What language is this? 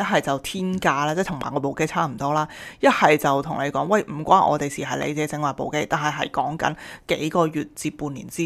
Cantonese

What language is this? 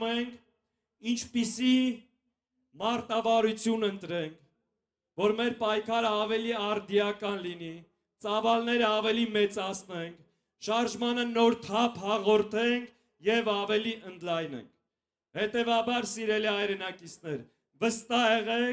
Armenian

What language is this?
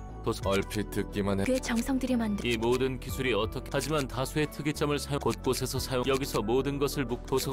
Korean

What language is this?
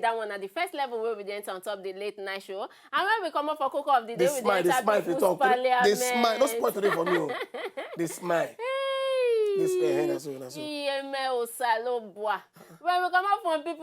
Nigerian Pidgin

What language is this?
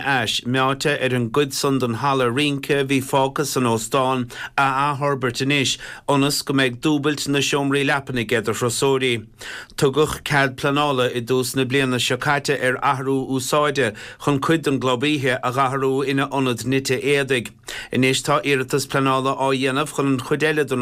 Irish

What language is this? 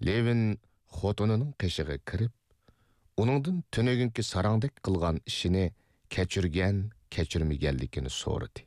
Uyghur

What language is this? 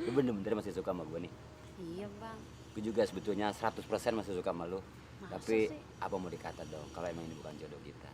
Betawi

